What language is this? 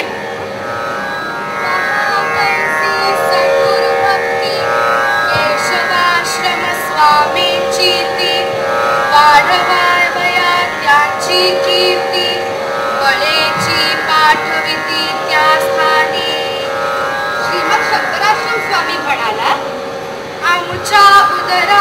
Marathi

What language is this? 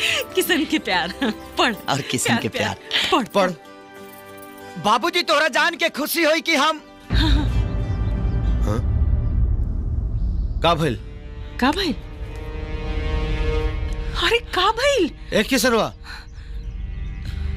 Bhojpuri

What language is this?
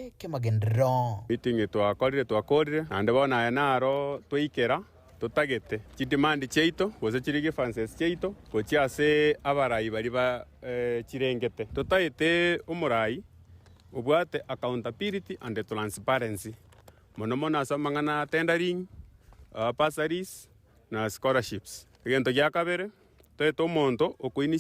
Gusii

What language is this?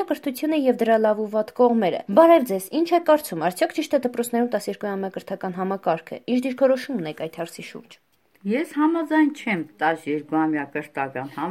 Armenian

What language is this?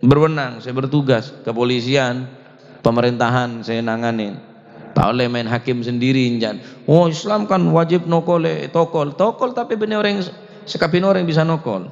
Madurese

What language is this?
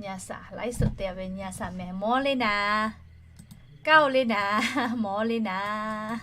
Lahu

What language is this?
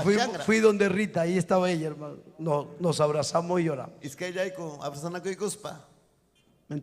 Ayacucho Quechua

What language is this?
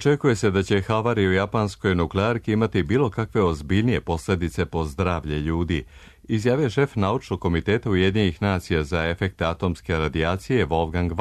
Serbian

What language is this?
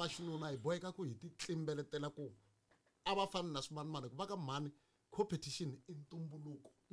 Tsonga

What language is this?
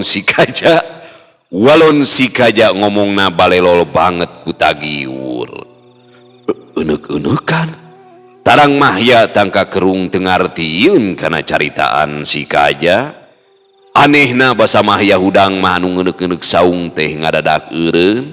Sundanese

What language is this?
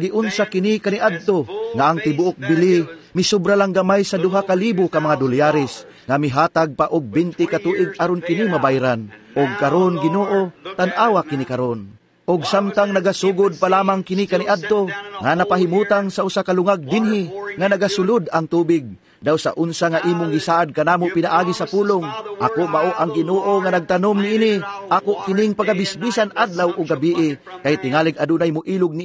Cebuano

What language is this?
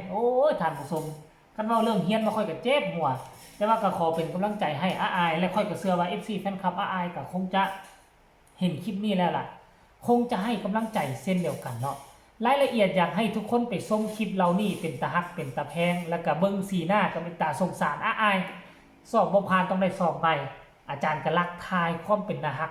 Northeastern Thai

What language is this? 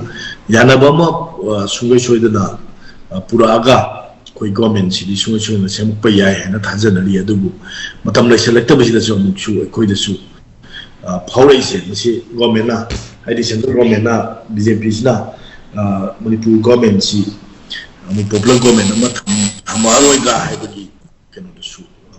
Manipuri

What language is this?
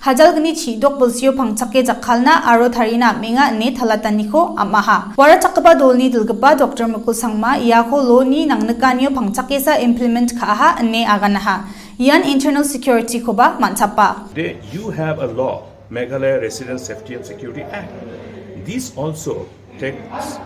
Garo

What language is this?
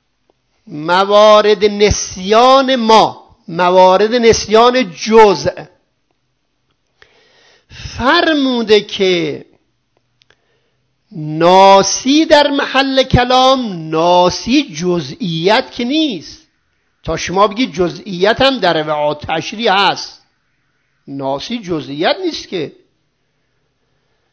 Persian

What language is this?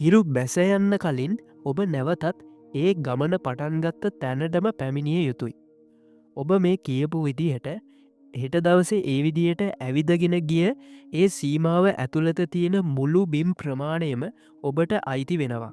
Sinhala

